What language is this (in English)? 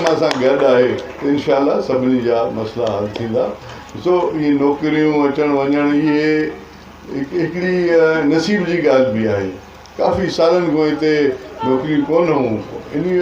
Sindhi